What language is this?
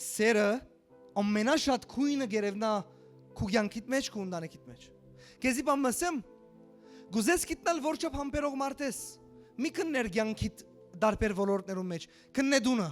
Western Armenian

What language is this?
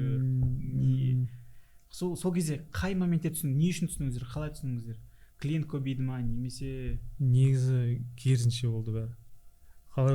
Kazakh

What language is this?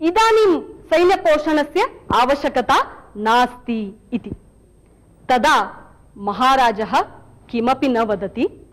Sanskrit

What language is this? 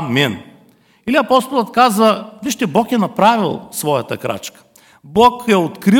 Bulgarian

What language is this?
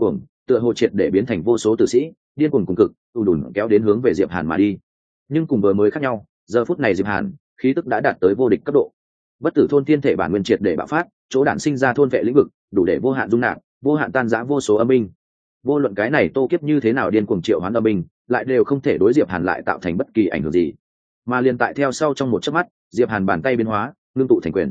Vietnamese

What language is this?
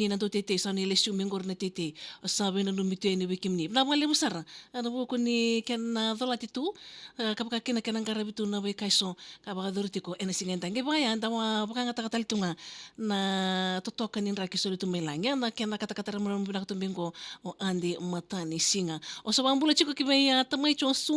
Fijian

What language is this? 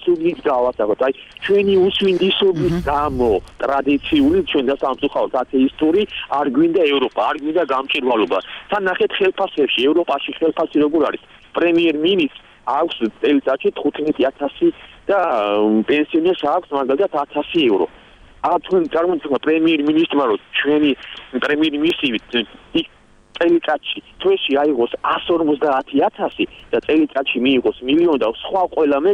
Georgian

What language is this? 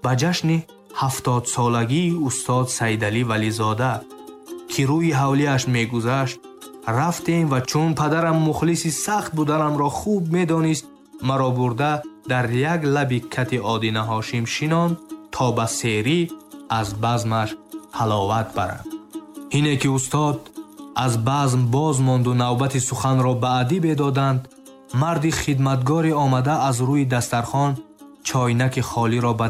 Tajik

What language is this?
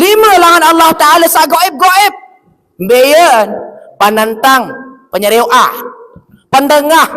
Sasak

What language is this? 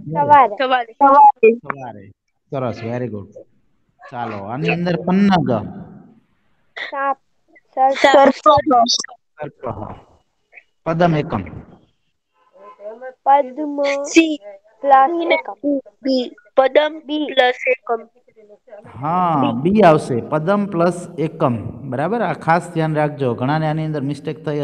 Gujarati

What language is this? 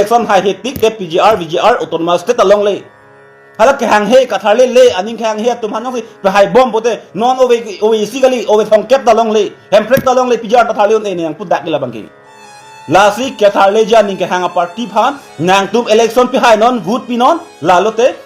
Karbi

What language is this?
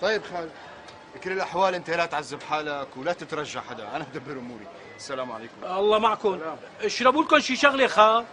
North Levantine Arabic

